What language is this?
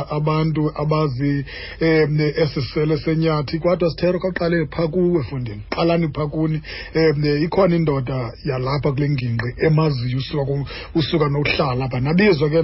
Xhosa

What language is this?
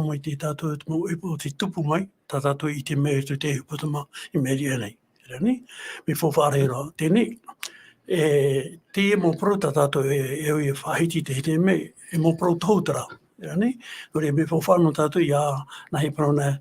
Tahitian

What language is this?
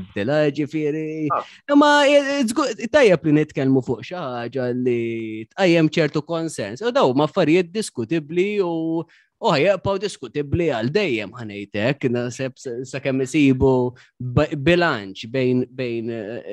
Maltese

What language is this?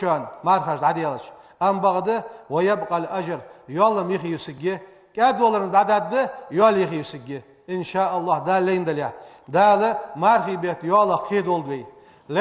Ingush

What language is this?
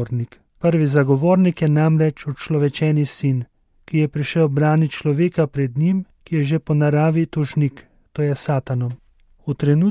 Slovenian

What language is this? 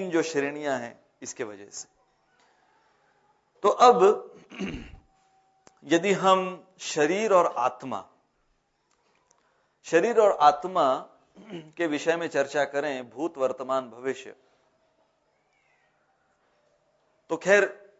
Hindi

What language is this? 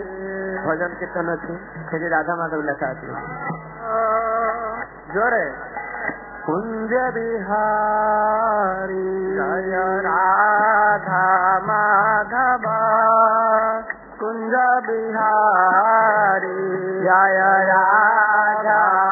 Odia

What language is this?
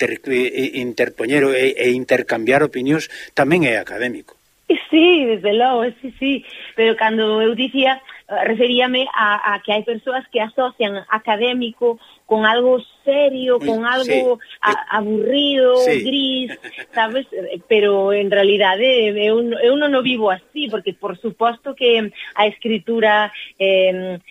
Galician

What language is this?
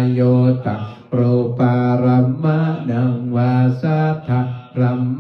Pali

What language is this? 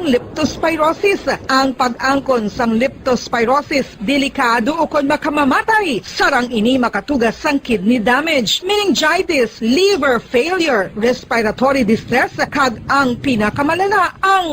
Hiligaynon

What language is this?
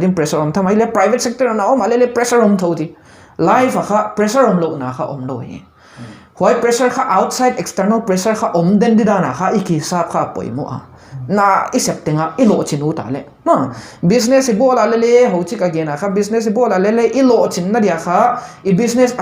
Paite Chin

